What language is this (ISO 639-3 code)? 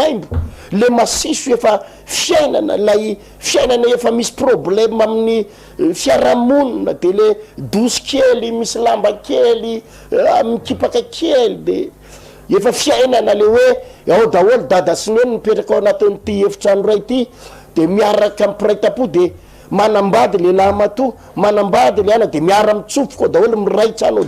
mlg